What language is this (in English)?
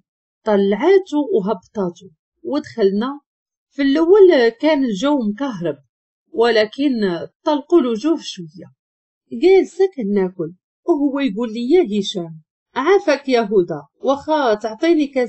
Moroccan Arabic